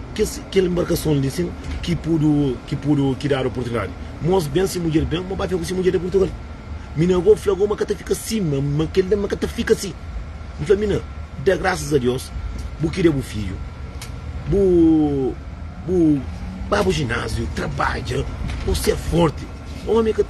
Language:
Kabuverdianu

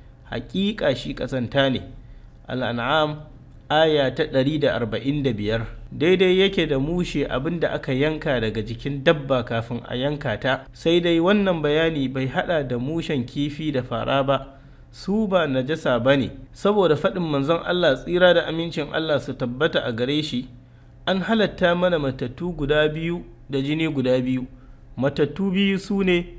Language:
Hausa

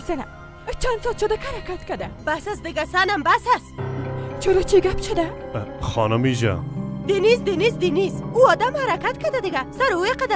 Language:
Persian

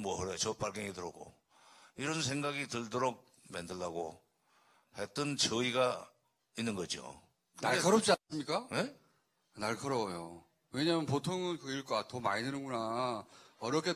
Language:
Korean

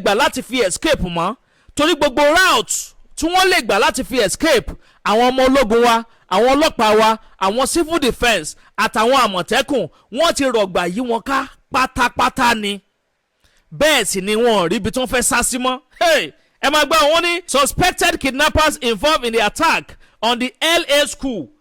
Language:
Yoruba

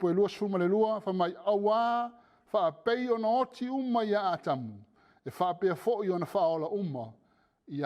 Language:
Samoan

